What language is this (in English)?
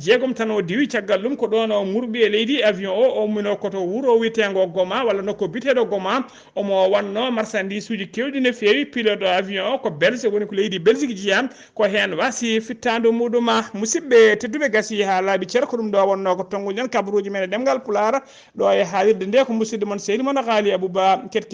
Fula